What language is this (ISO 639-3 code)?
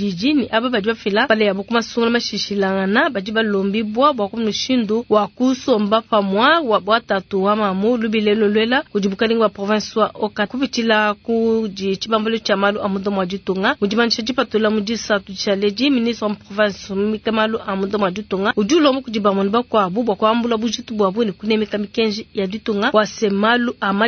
lua